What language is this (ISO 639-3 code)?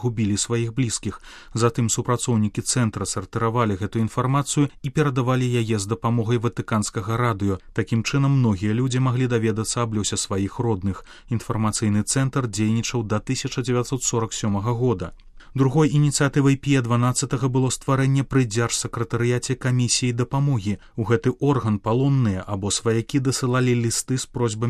bel